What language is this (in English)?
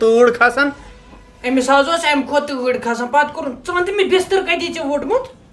Kashmiri